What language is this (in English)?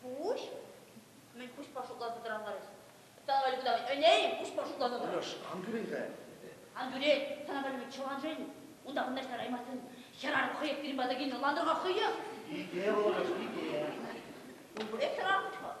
Chuvash